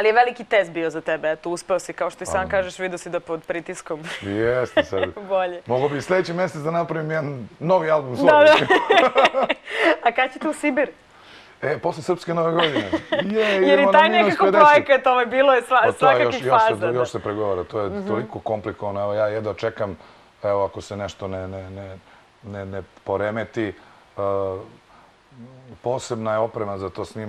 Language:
Serbian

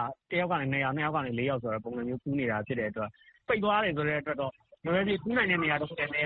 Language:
Burmese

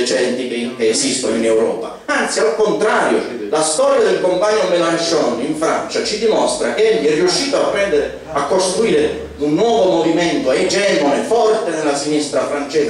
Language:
Italian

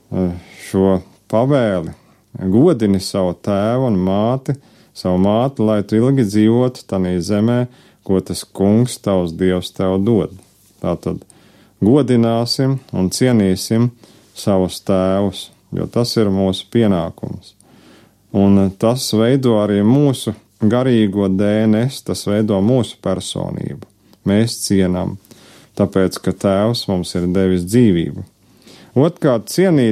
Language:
Latvian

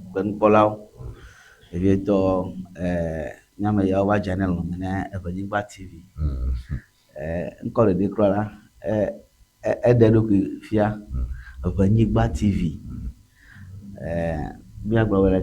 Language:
Ewe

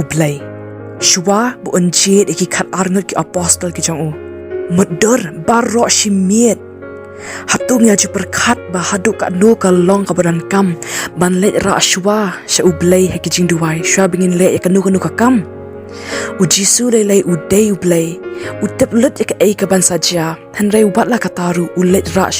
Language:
Khasi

